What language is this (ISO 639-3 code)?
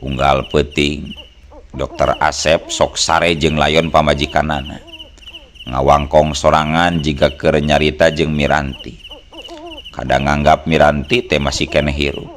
sun